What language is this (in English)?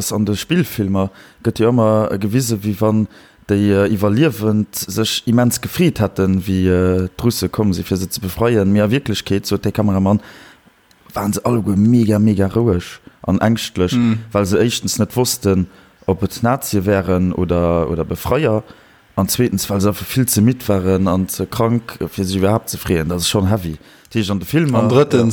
Luxembourgish